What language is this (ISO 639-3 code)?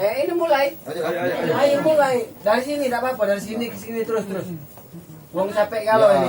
mui